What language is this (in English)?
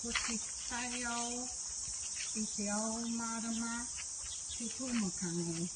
Māori